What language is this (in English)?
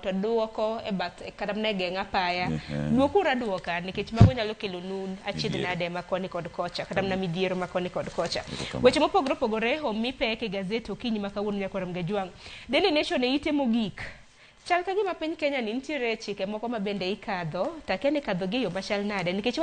Luo (Kenya and Tanzania)